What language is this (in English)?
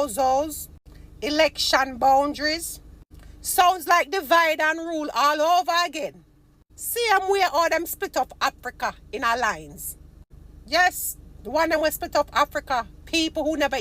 Jamaican Creole English